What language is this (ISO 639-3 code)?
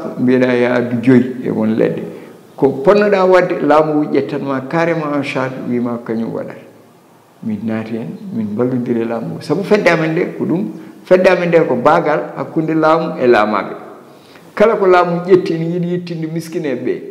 ful